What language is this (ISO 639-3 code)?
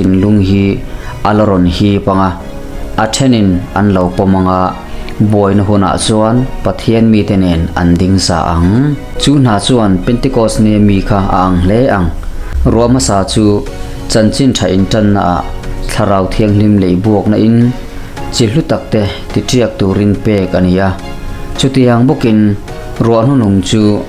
lus